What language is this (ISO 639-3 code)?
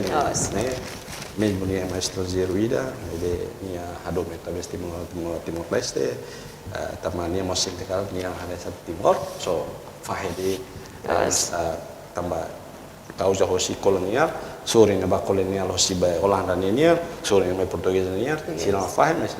tet